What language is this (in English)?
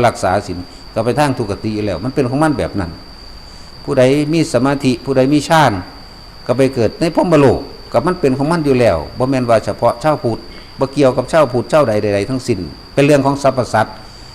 Northeastern Thai